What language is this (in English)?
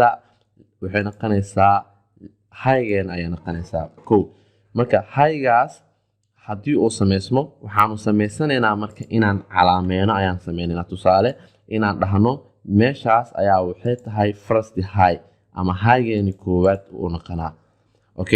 Somali